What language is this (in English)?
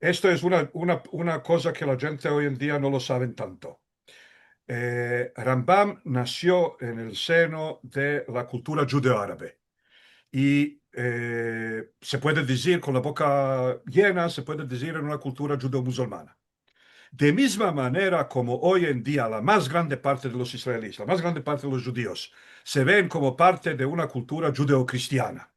Ladino